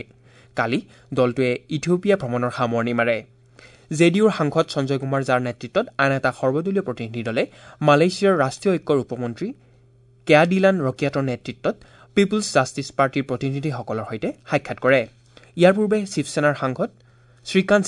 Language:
Assamese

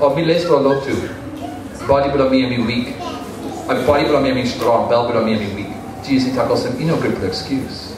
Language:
Tok Pisin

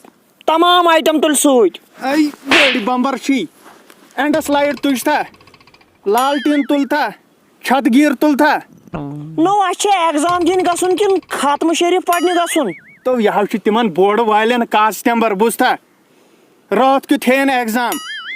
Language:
Kashmiri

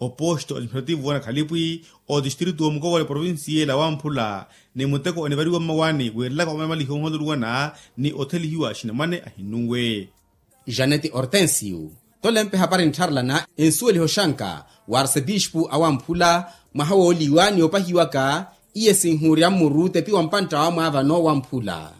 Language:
Makhuwa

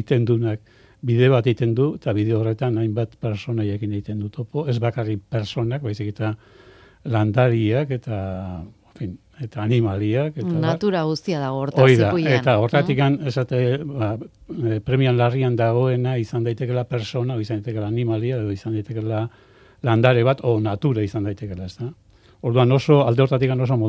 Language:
Basque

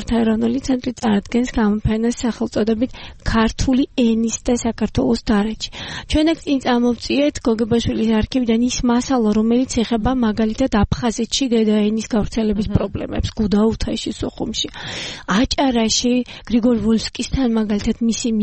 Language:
Georgian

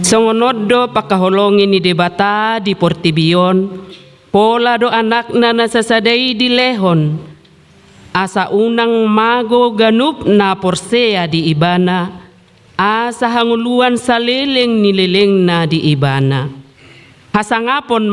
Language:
Batak Toba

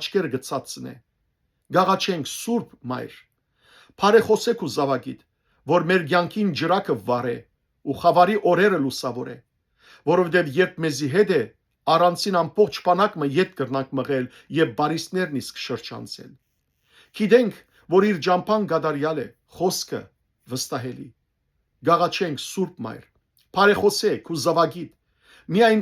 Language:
Western Armenian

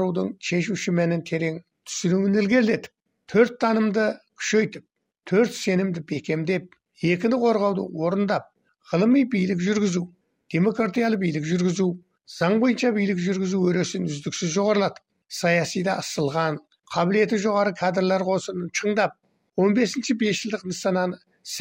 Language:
Kazakh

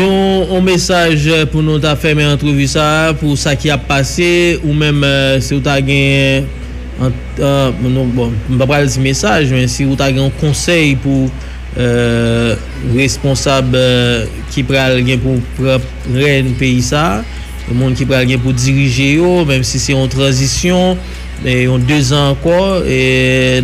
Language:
Haitian Creole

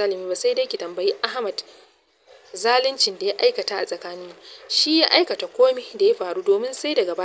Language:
Hausa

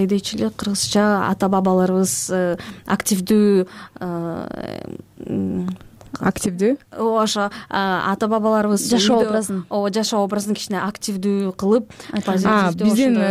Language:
Kyrgyz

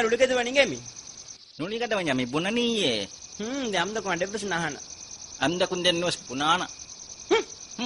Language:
Divehi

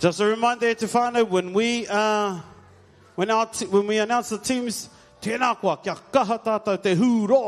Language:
Māori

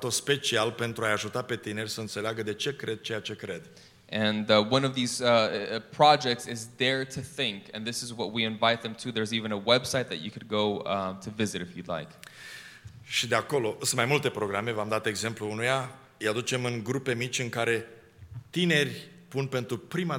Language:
Romanian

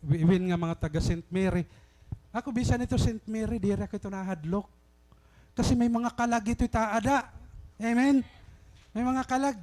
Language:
Waray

